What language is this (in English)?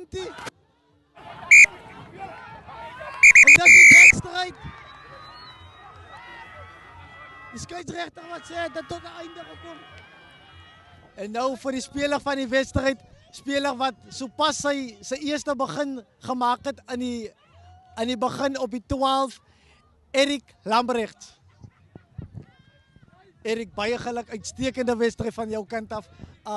Afrikaans